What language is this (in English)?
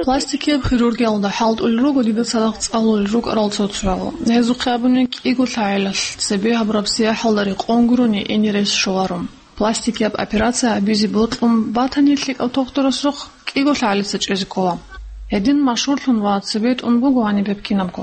Avaric